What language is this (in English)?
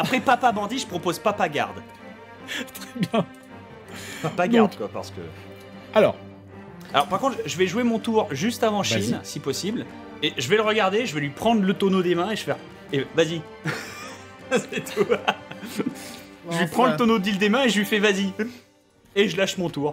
French